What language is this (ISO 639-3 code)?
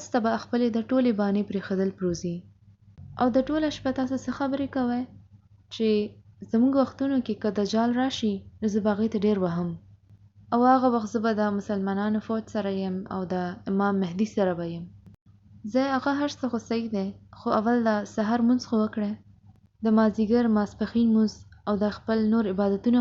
pus